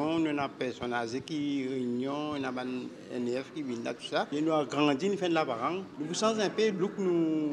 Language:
Morisyen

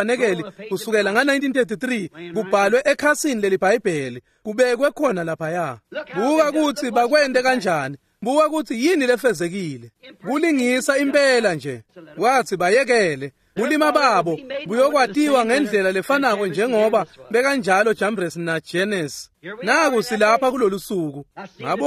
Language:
Swati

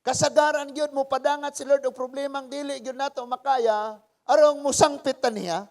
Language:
Cebuano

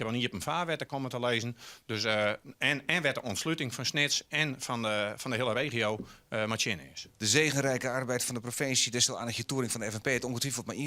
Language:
Western Frisian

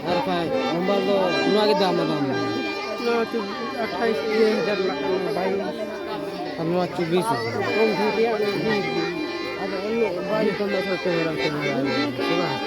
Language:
Santali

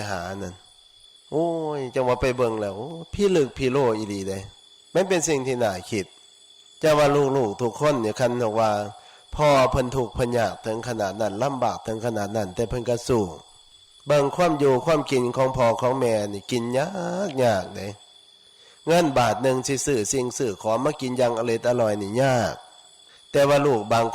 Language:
Northeastern Thai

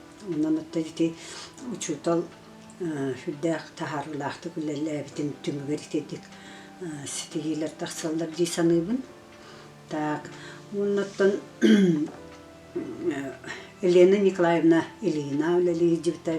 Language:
Yakut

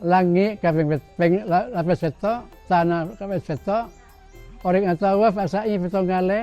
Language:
Madurese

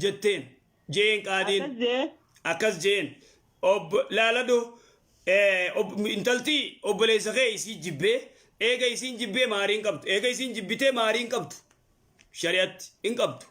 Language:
Oromo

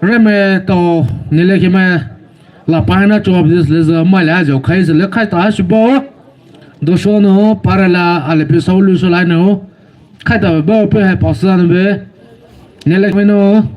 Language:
Poumei Naga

